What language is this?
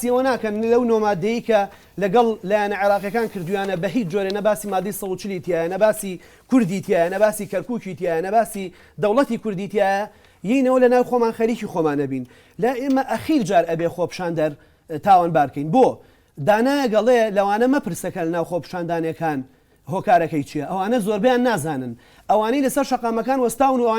Central Kurdish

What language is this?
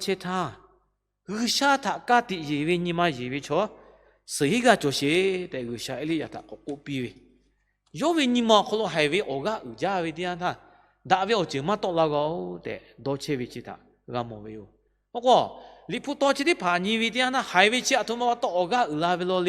Lahu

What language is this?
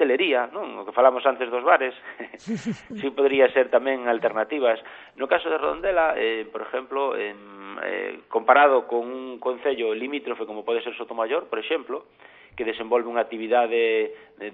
Galician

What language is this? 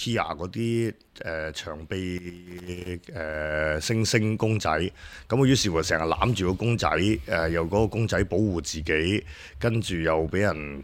Cantonese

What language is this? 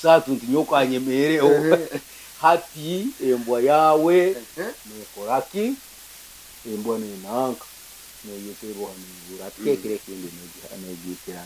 Nyankole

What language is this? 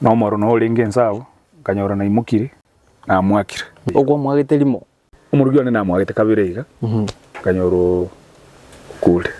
Gusii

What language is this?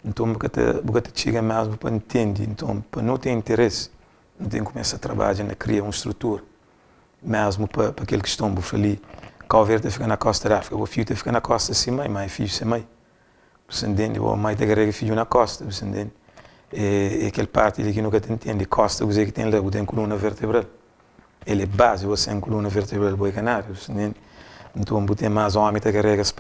Kabuverdianu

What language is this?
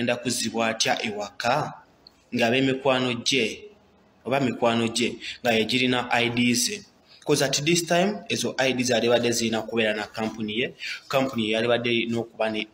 Ganda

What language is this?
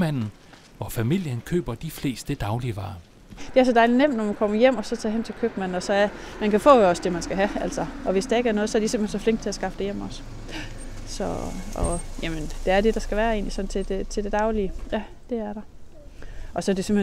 Danish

